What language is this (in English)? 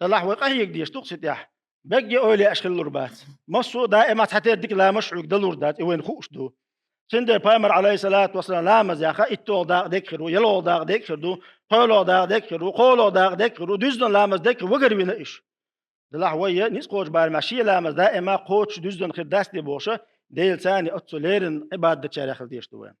Chechen